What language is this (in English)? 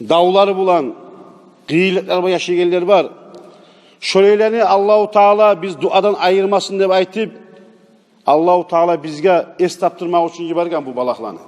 Kumyk